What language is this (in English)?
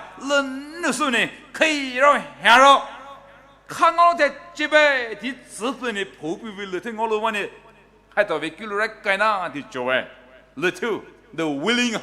Poumei Naga